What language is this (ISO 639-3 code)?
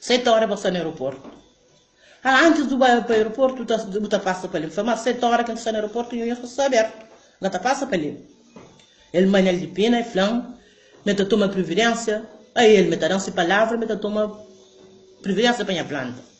kea